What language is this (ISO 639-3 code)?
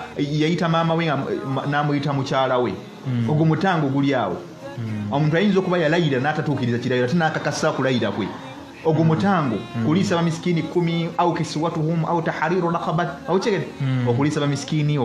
lug